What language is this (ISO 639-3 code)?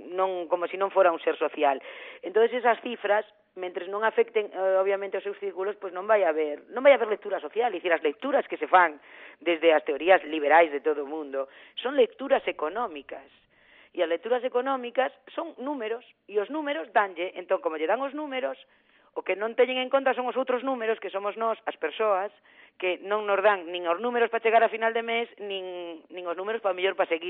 glg